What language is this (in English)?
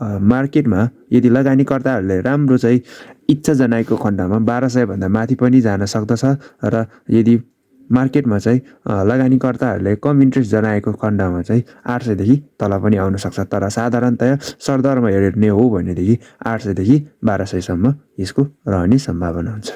Nepali